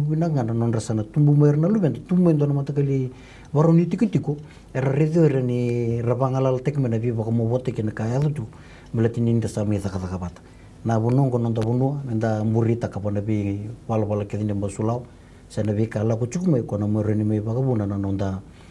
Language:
Fijian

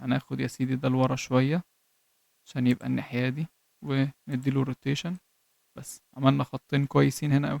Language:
Egyptian Arabic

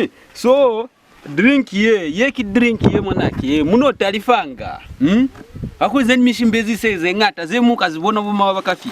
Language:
Lozi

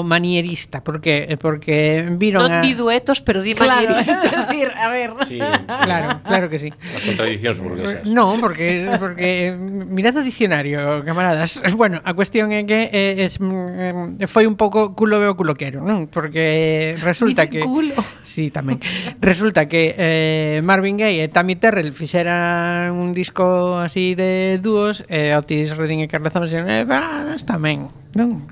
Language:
Galician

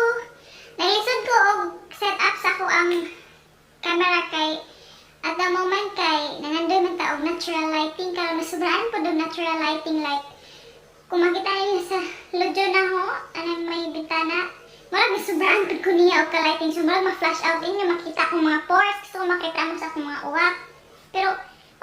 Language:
Cebuano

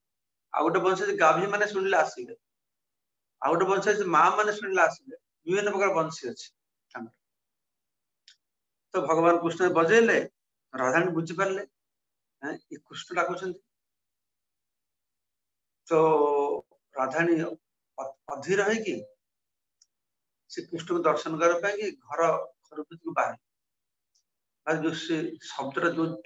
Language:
Odia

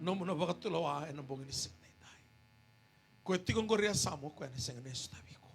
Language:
Fijian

